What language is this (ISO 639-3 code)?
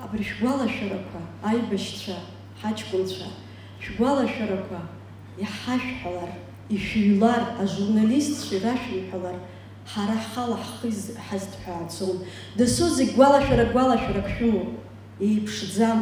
abk